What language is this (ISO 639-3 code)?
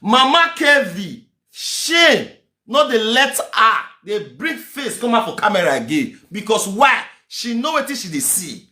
pcm